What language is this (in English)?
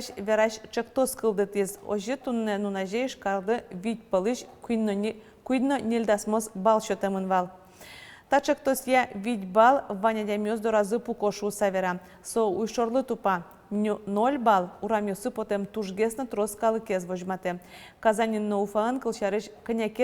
Udmurt